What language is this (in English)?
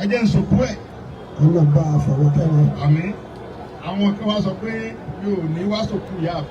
Yoruba